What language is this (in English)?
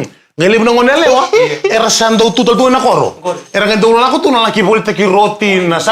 Fijian